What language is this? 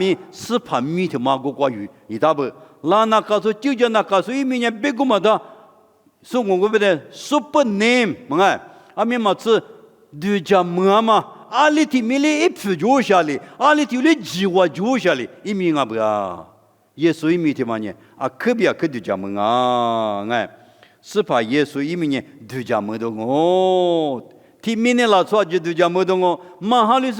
Lisu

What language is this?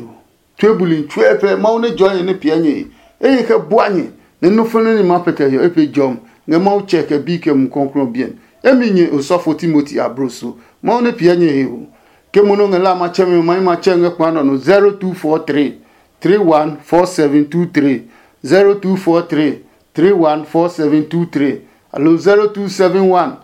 Adangme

